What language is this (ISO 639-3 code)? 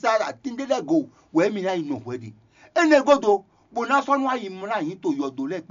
fon